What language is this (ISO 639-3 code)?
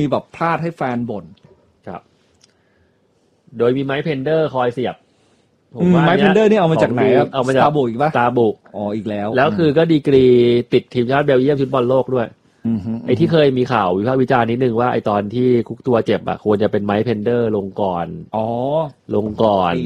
tha